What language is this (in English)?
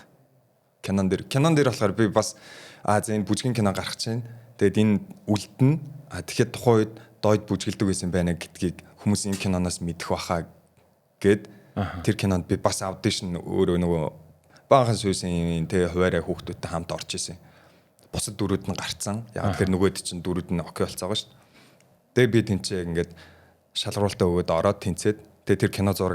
Mongolian